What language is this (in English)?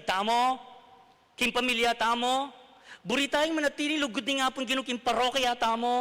Pampanga